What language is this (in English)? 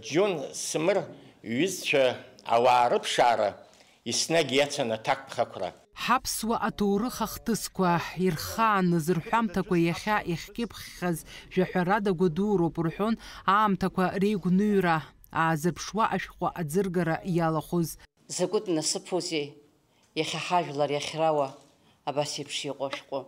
Abkhazian